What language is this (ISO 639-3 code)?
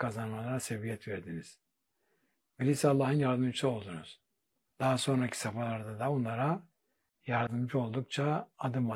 tur